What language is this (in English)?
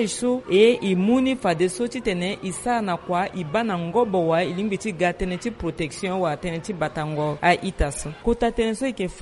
Sango